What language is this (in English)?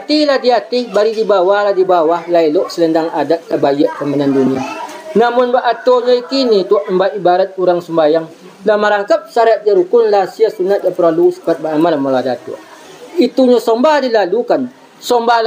Minangkabau